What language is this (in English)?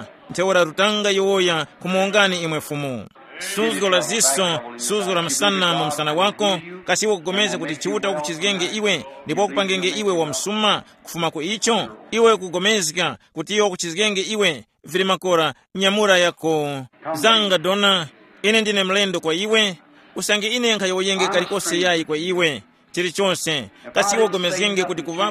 Tumbuka